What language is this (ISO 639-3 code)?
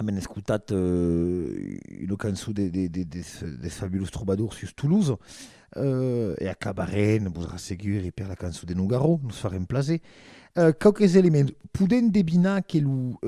oci